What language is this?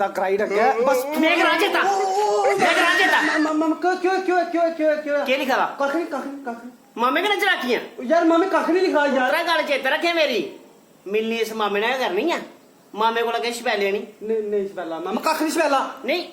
Dogri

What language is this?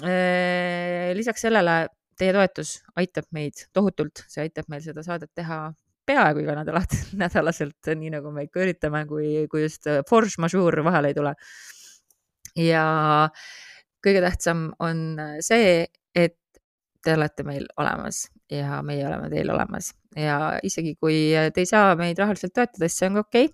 Estonian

